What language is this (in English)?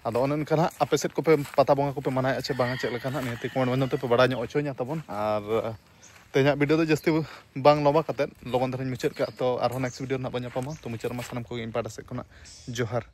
Santali